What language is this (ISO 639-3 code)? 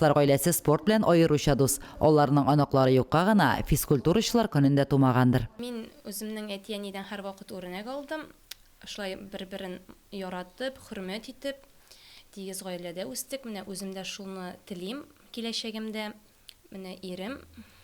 tat